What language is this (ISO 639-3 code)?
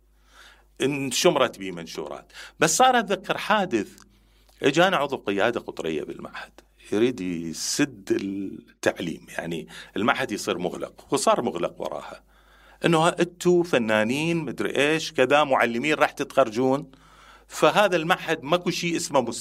acm